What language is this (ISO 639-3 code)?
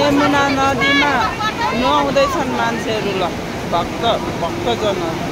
nep